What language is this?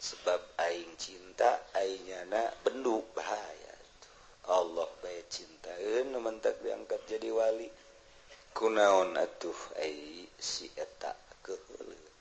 Sundanese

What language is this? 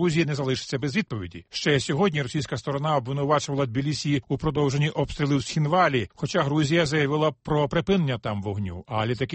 Ukrainian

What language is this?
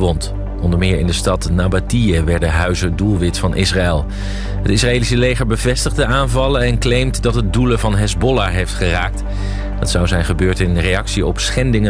Dutch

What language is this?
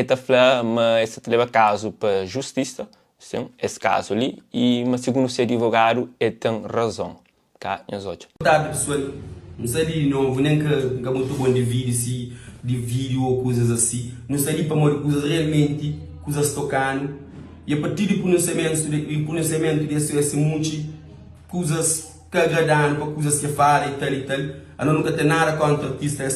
Kabuverdianu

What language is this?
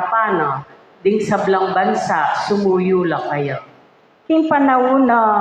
Pampanga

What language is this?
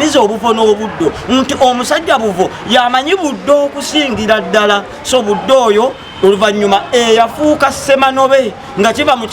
Ganda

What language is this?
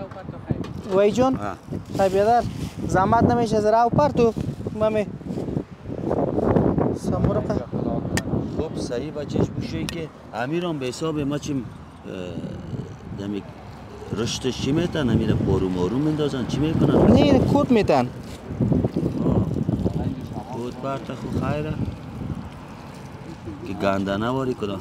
Persian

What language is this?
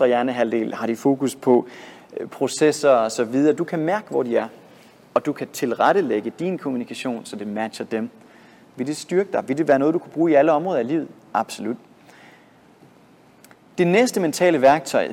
Danish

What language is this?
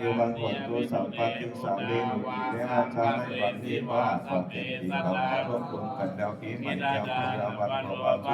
Pali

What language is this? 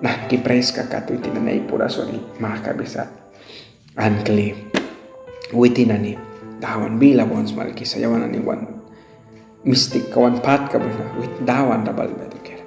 Mískito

